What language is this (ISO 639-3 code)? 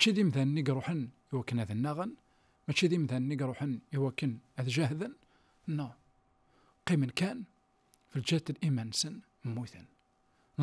kab